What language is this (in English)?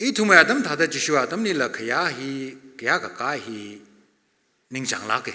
Tangkhul Naga (India)